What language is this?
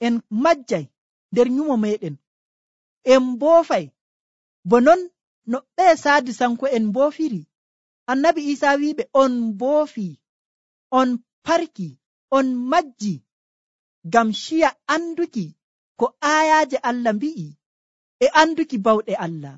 Nigerian Fulfulde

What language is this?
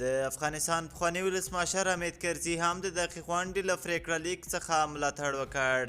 Pashto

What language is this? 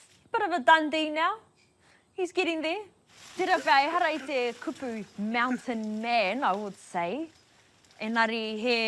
Māori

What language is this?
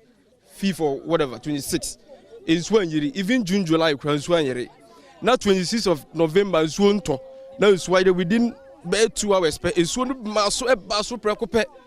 Akan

